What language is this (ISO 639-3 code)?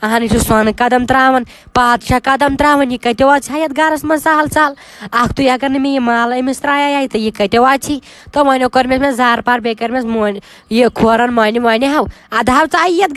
kas